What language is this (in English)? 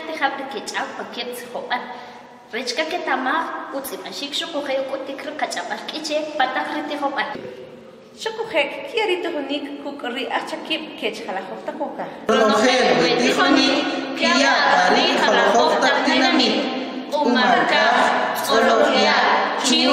Kʼicheʼ